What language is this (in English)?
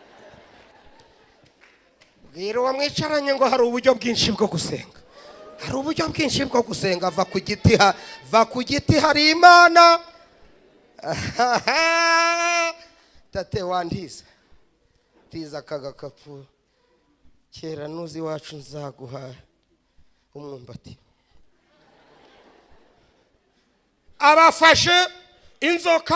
Kinyarwanda